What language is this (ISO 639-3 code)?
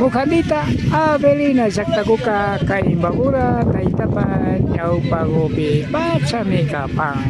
qvi